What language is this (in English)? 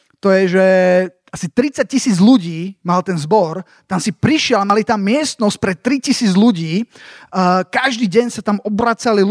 Slovak